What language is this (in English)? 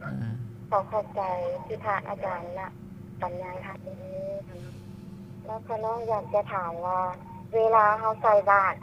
Lao